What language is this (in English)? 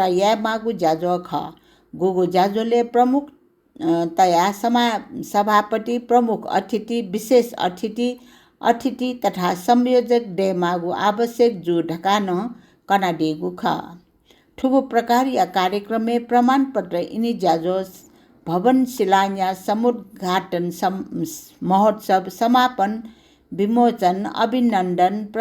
Newari